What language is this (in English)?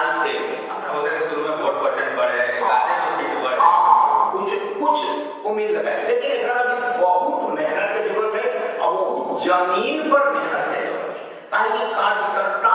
Magahi